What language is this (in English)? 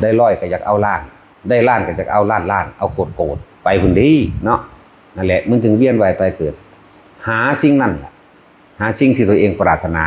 Lao